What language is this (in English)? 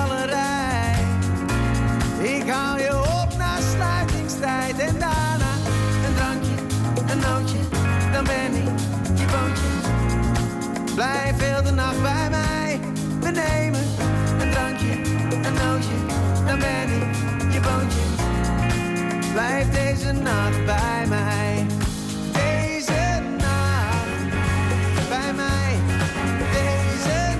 Dutch